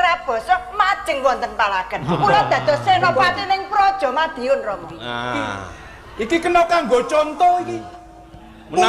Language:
Javanese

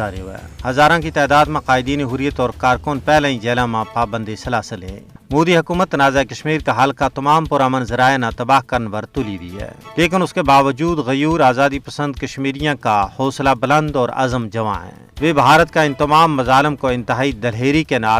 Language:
Gujari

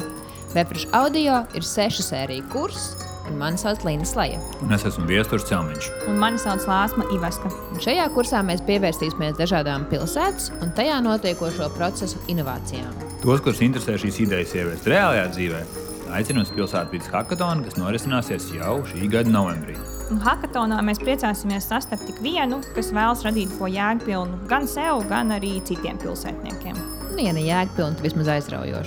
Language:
Latvian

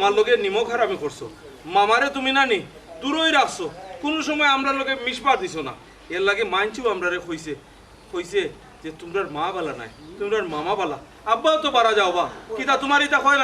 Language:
Sylheti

